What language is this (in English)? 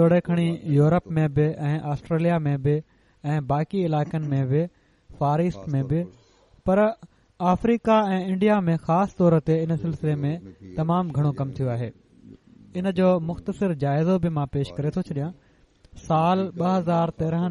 Sindhi